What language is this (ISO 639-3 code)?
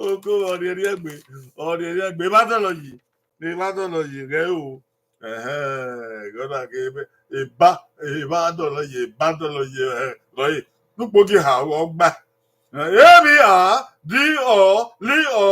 bin